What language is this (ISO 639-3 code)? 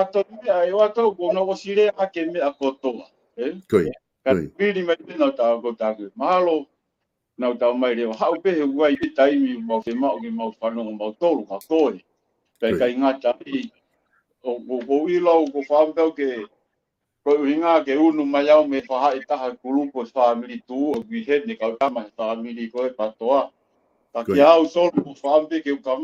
ton